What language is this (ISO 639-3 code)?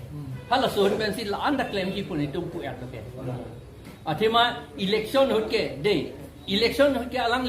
mjw